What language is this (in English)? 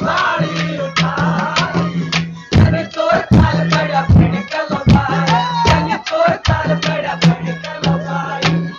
Haryanvi